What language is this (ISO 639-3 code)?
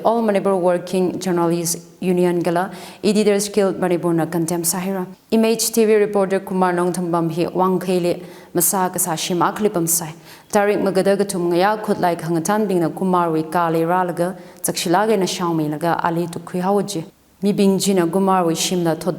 nmf